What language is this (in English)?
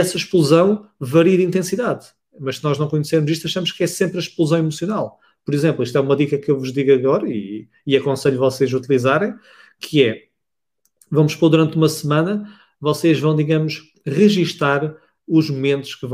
Portuguese